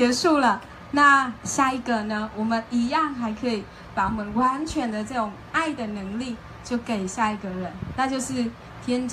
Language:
Chinese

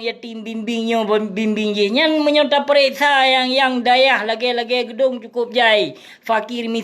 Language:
Achinese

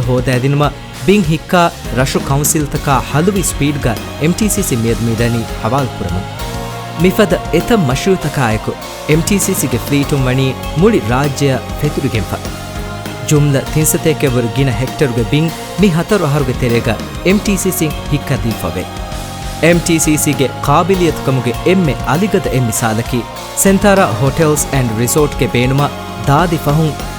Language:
Divehi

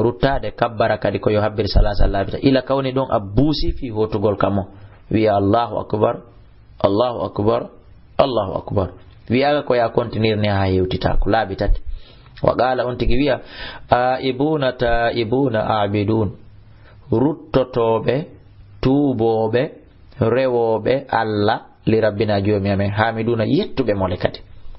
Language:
Fula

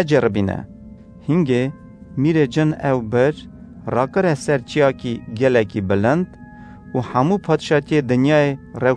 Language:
Kurdish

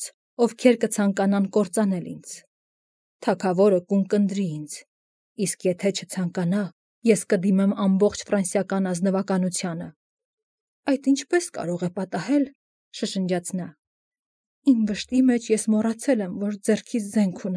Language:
Armenian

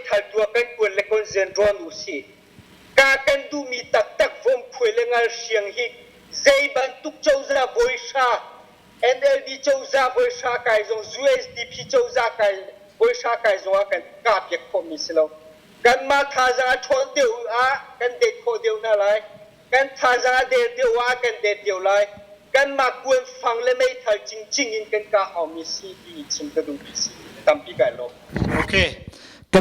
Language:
Hakha Chin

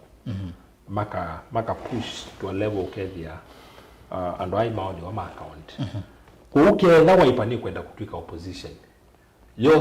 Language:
Kamba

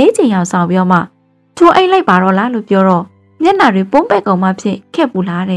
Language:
Burmese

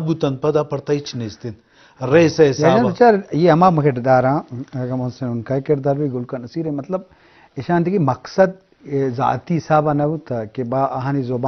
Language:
Eastern Balochi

